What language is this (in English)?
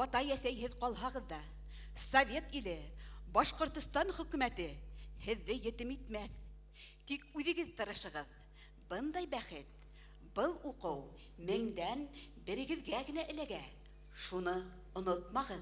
Bashkir